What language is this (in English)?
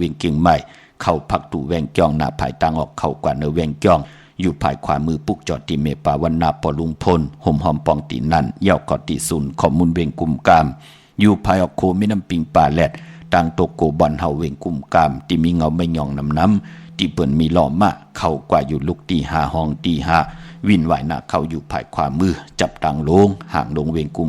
Shan